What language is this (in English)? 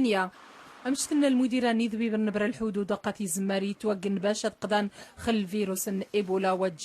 Central Atlas Tamazight